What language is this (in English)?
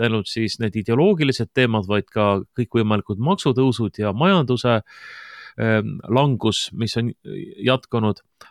Estonian